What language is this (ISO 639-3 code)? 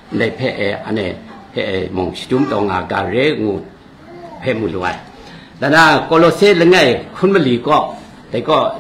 kac